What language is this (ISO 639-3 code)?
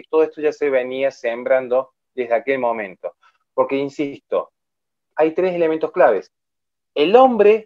spa